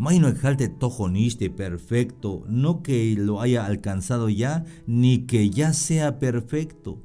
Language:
Tzeltal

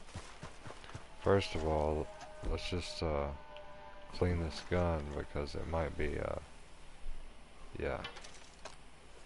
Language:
English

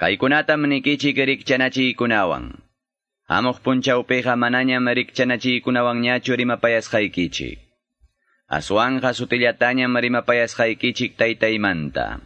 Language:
Quechua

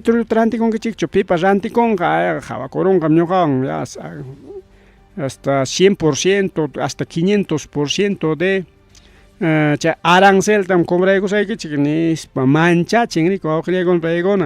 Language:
Ayacucho Quechua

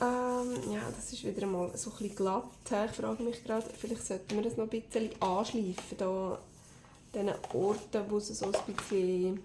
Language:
Swiss German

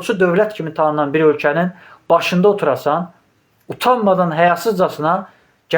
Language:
Azerbaijani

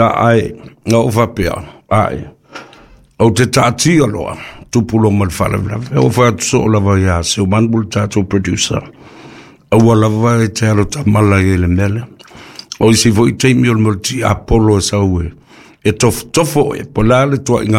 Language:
Samoan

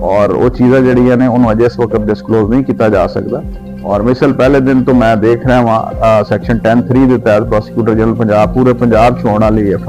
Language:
Saraiki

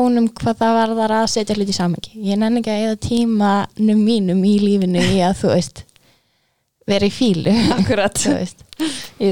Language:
Icelandic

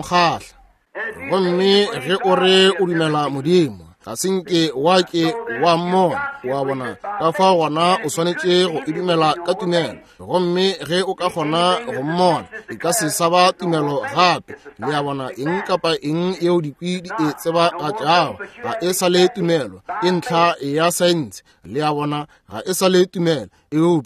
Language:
Northern Sotho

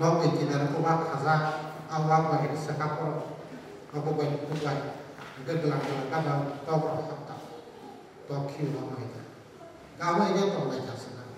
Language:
Kok Borok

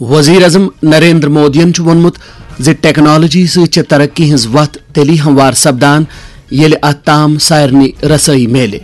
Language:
Kashmiri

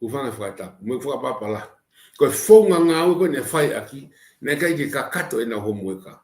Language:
Tongan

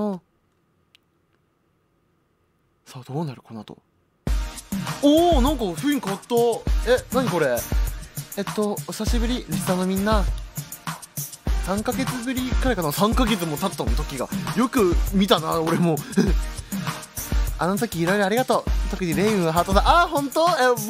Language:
Japanese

